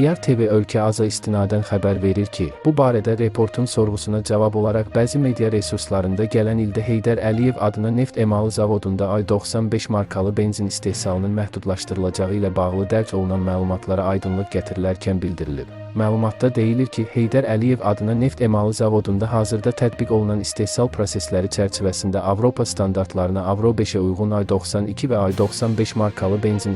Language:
Azerbaijani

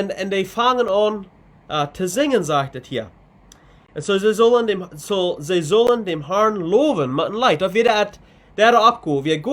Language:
Plautdietsch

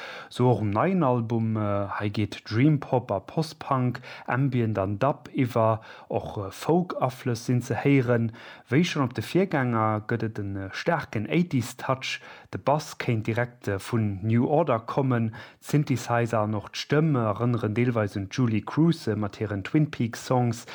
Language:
Luxembourgish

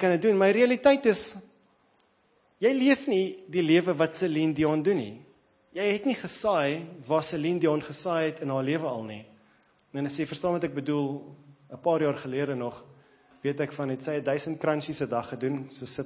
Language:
Afrikaans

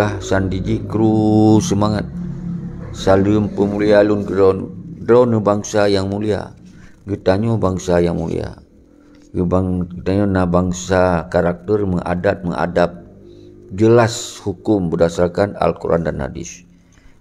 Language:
Achinese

